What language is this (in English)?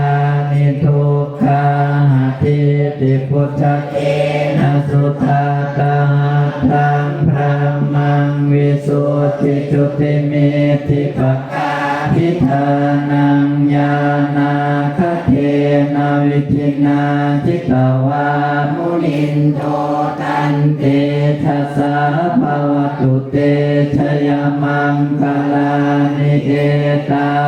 Pali